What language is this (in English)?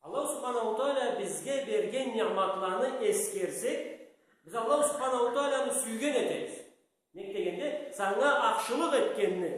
Karachay-Balkar